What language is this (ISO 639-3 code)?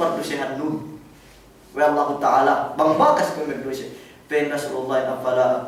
yka